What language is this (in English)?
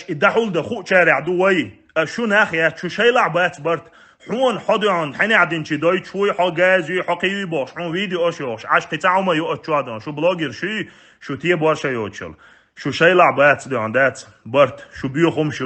Chechen